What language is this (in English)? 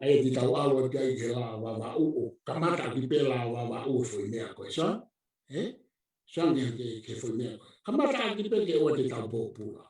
Tongan